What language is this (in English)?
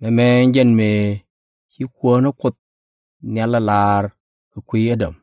Nuer